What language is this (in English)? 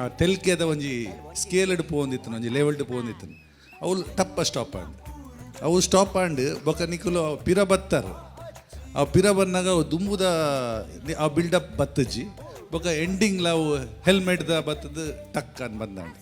Tulu